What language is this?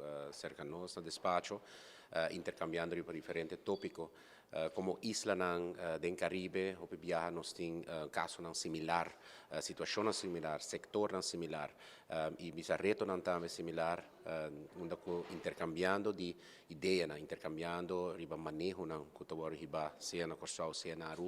Papiamento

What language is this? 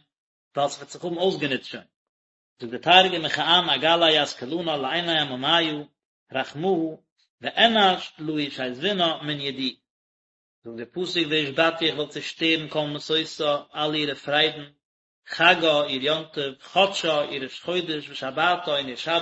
Yiddish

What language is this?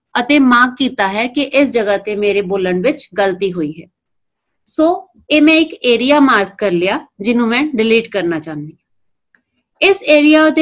Punjabi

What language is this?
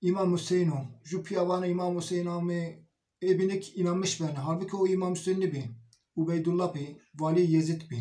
Zaza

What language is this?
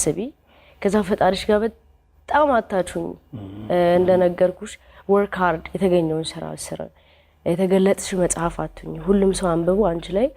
Amharic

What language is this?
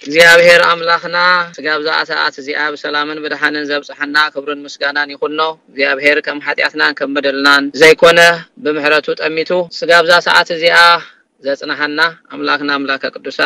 Tigrinya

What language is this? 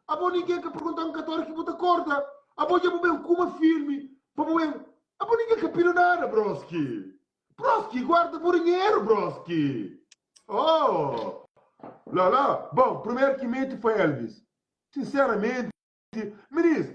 Kabuverdianu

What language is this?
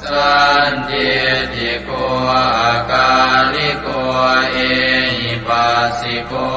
Pali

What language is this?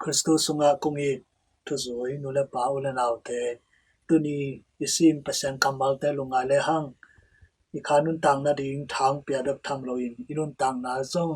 Tedim Chin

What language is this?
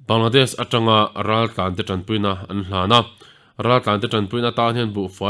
Mizo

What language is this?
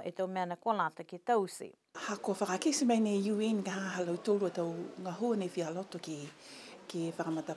Niuean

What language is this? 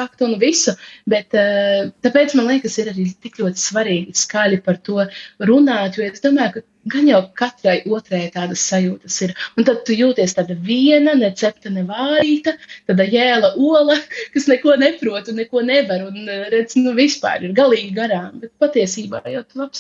Latvian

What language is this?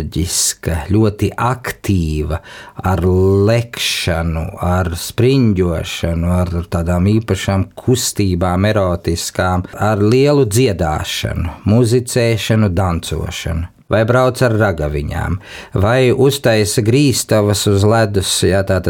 Latvian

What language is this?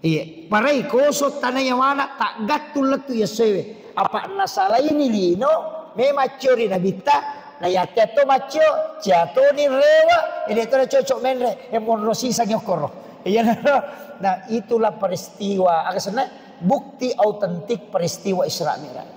Buginese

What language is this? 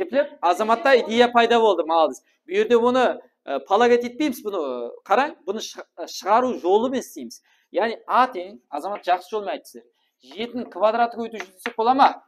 Kara-Kalpak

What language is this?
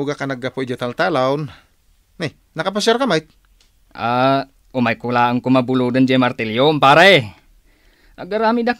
Iloko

